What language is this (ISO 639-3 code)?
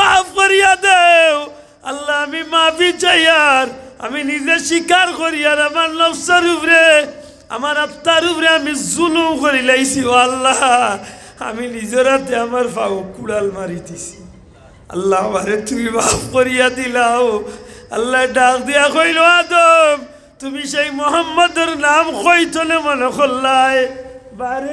syl